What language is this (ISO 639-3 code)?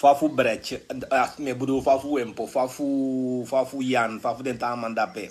srn